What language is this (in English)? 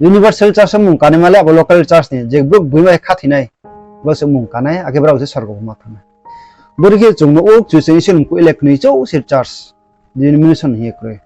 Riang (India)